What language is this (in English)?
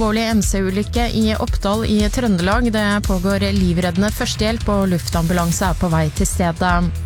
Norwegian